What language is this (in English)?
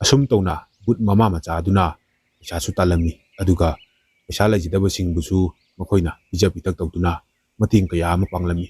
Manipuri